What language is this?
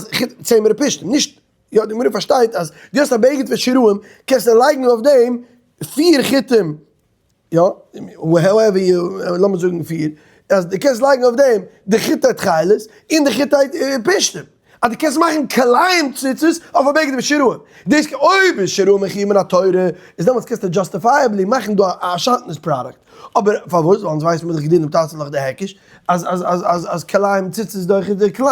Yiddish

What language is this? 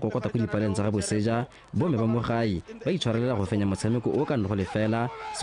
Tswana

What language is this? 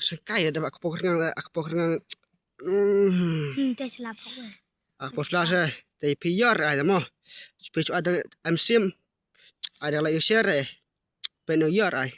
Khasi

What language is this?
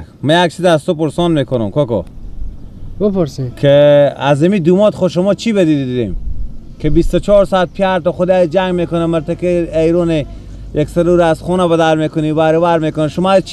Persian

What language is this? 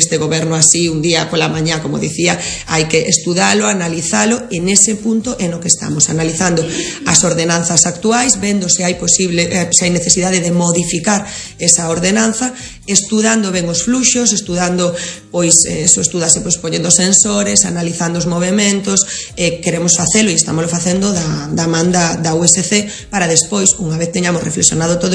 Galician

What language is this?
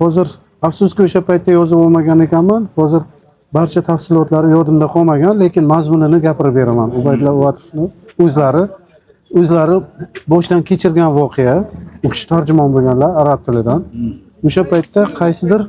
Uzbek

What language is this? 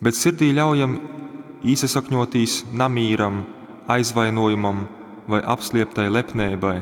Latgalian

